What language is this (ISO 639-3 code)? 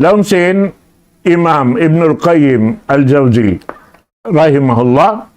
tsg